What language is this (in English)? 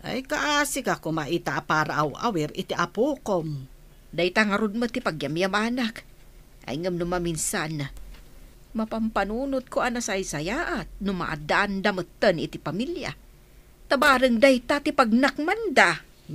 Iloko